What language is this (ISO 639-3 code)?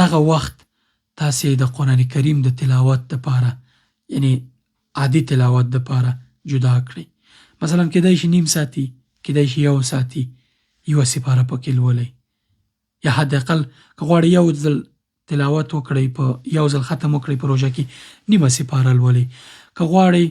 pus